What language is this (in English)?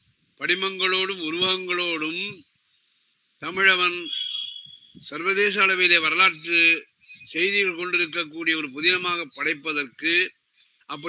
Tamil